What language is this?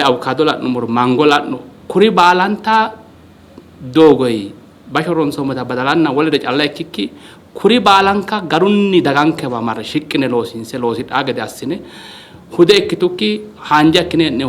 Sidamo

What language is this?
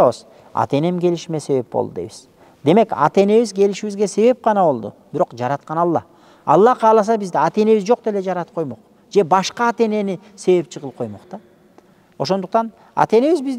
Kyrgyz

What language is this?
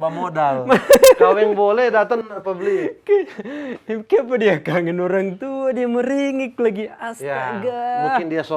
Manado Malay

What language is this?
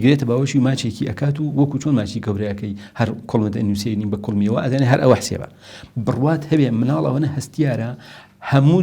Central Kurdish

